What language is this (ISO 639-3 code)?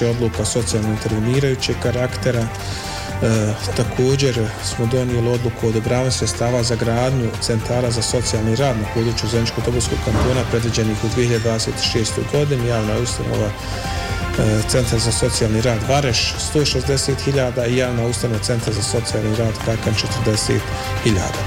bos